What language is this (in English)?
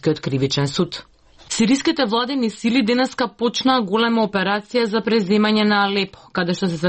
Macedonian